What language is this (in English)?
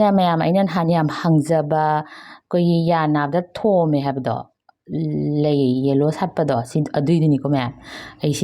Manipuri